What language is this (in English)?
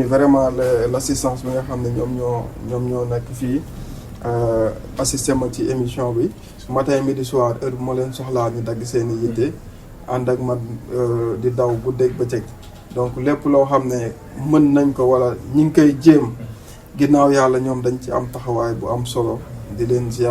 Wolof